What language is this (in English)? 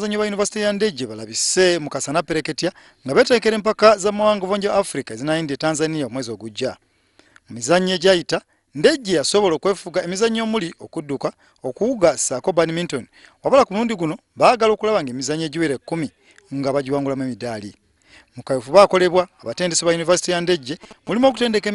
Ganda